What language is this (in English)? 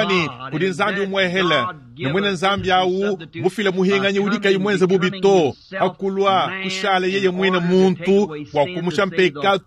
Luba-Lulua